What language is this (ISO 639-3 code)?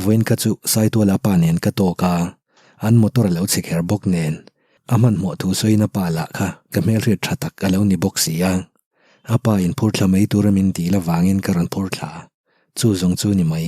lus